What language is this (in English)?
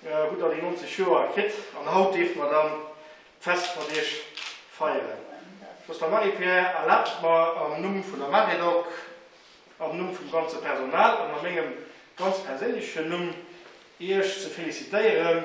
Luxembourgish